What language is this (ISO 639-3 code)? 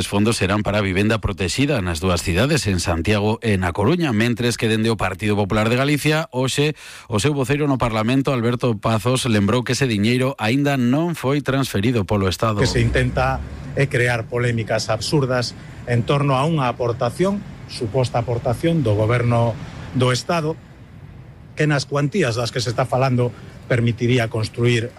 glg